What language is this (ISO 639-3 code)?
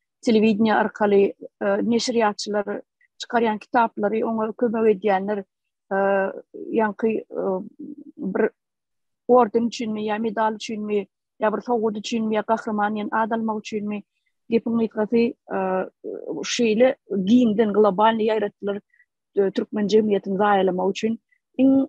tuk